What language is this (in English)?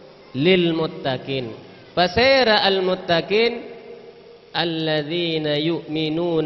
Madurese